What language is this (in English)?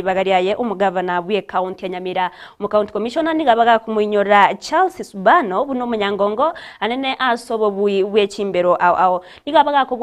Gusii